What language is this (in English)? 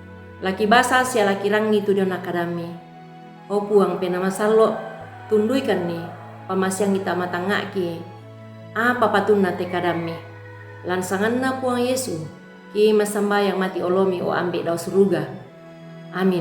Toraja-Sa'dan